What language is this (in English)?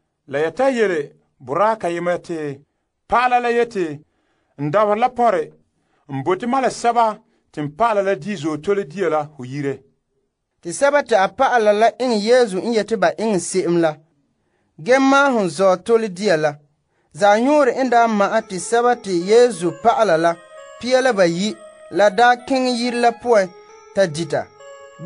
Frafra